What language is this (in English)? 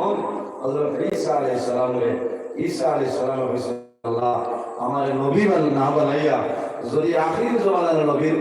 Sylheti